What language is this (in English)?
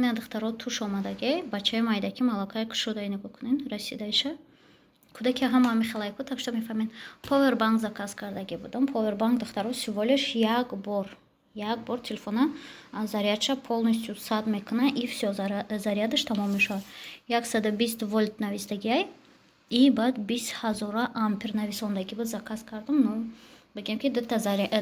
Tajik